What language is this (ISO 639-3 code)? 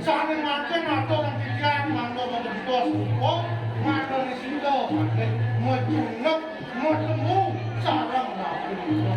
ban